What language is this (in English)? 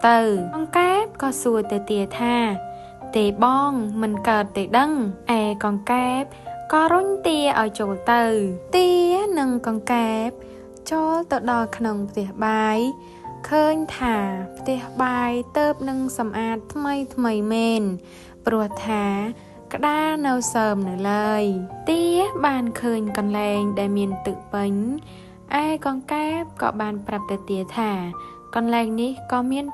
Khmer